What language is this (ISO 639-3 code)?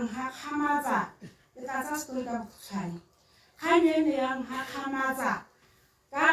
tsn